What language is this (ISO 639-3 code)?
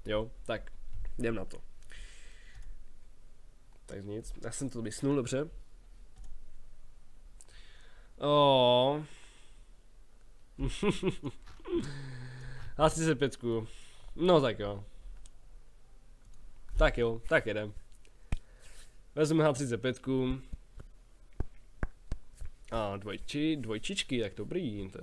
ces